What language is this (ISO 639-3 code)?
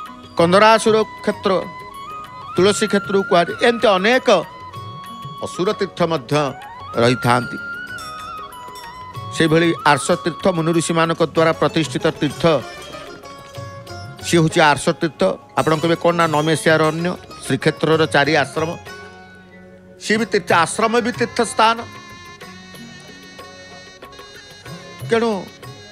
ori